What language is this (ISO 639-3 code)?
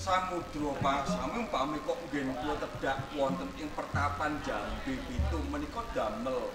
jav